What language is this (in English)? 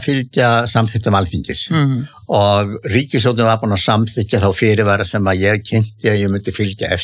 Icelandic